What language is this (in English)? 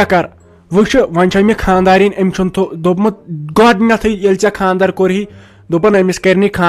Kashmiri